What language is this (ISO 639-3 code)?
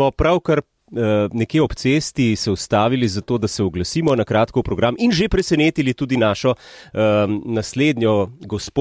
slv